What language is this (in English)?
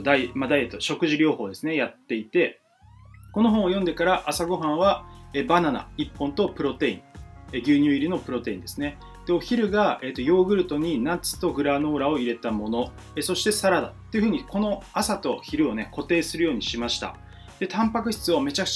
Japanese